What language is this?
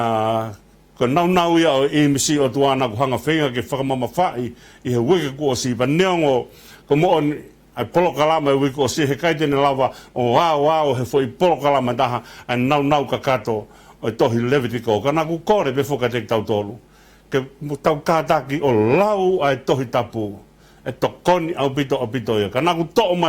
Tongan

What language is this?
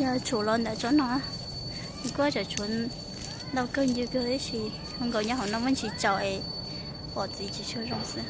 Hmong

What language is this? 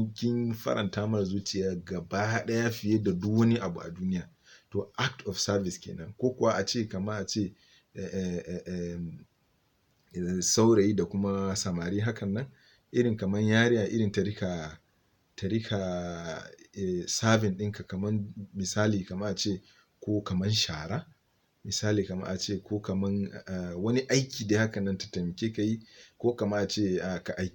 Hausa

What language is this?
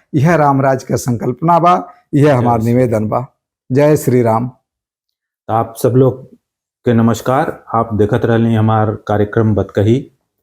Bhojpuri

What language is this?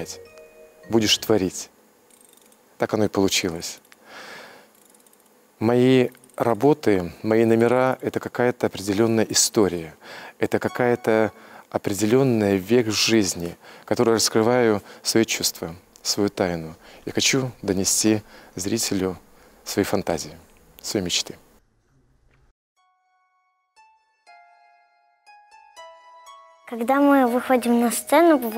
Russian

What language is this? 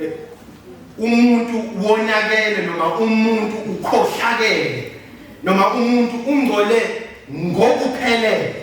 Zulu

